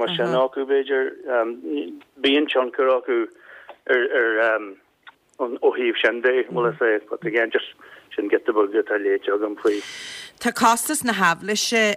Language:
Irish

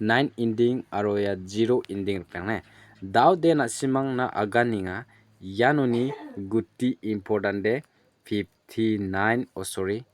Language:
Garo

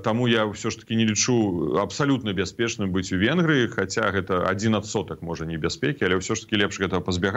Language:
Belarusian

